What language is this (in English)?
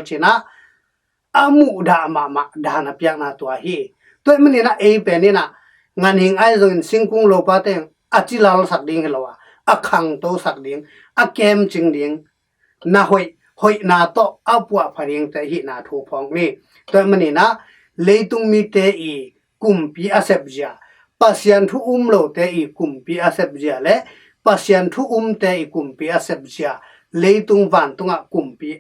Tedim Chin